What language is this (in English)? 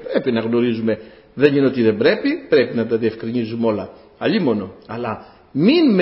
Greek